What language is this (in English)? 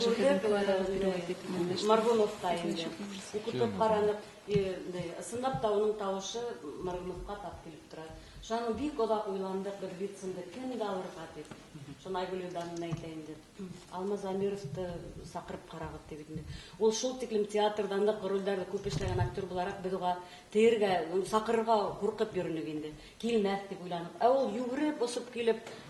Bashkir